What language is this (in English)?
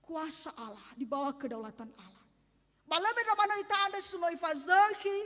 Nias